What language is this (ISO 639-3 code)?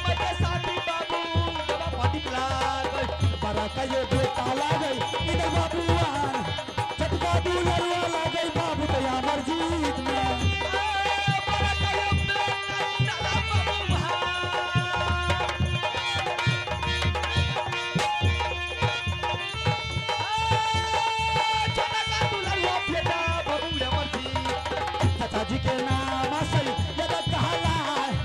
bho